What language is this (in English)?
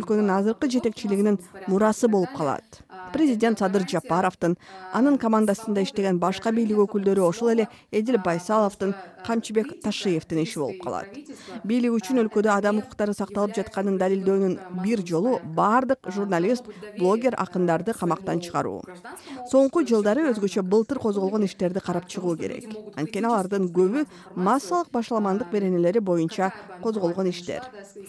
Kyrgyz